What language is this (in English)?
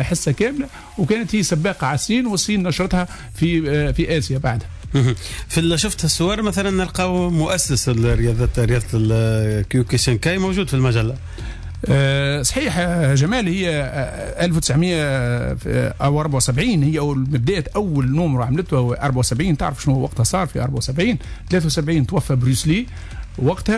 Tunisian Arabic